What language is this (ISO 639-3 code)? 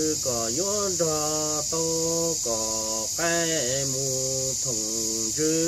hmn